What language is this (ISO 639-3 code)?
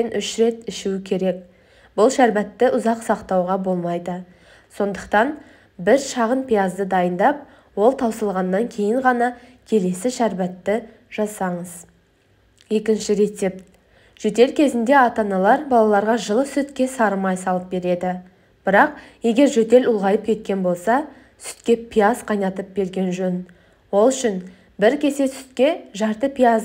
kaz